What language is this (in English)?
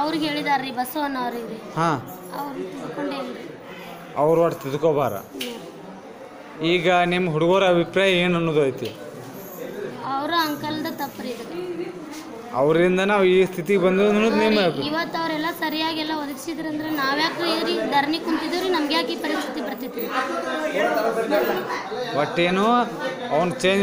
Kannada